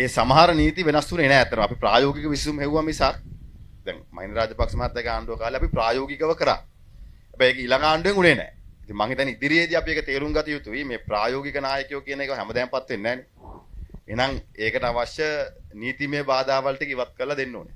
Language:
Sinhala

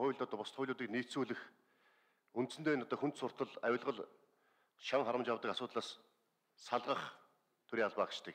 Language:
Mongolian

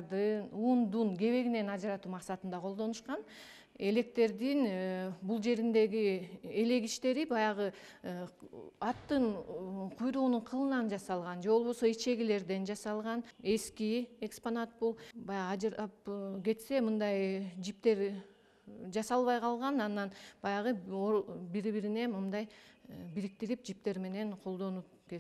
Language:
Kyrgyz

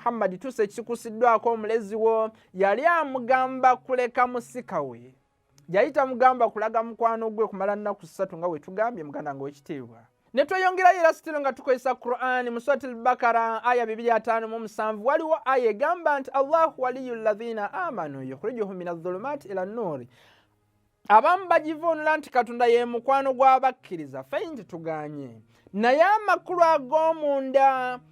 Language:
Ganda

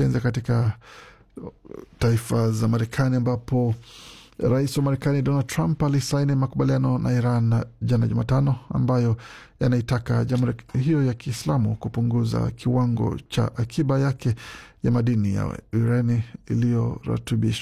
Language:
Swahili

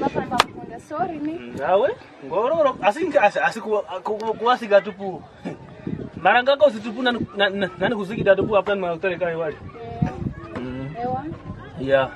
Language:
Kwangali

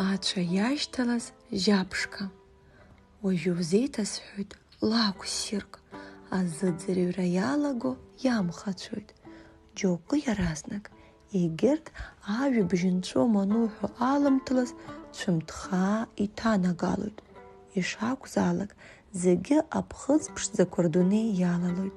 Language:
Abkhazian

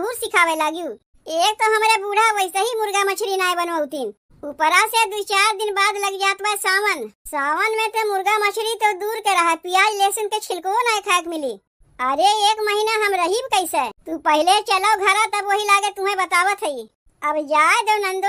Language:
Awadhi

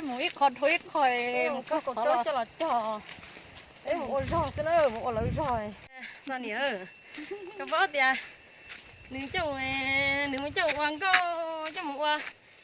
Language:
Hmong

